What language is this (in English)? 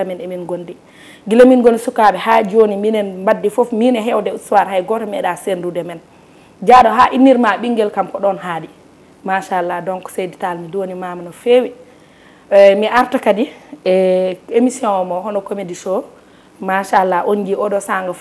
Fula